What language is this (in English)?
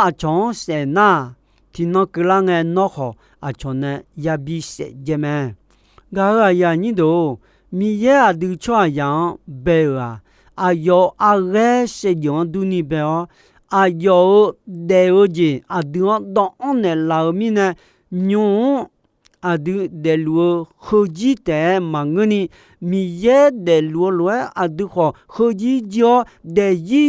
Akha